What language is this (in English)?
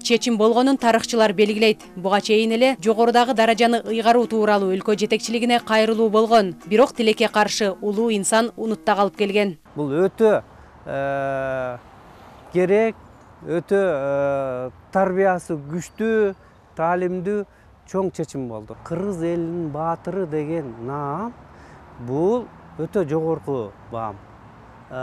Kyrgyz